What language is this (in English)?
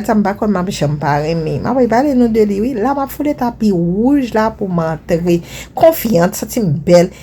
Haitian Creole